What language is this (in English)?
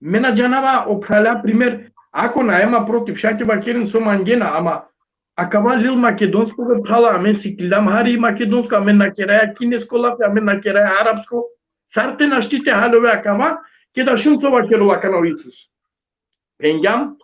Balkan Romani